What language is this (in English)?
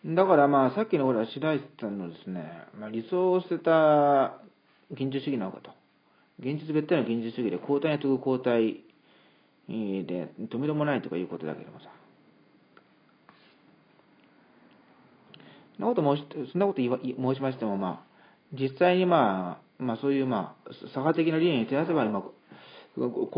Japanese